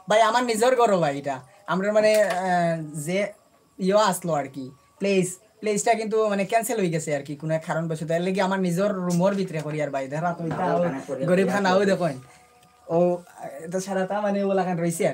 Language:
Sylheti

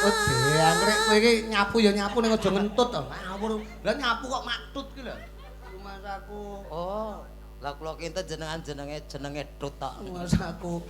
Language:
Javanese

